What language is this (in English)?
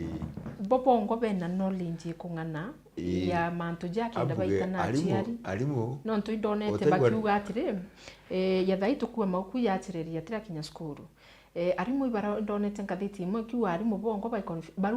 Meru